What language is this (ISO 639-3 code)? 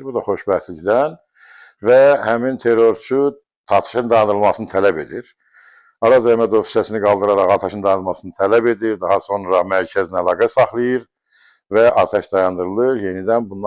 aze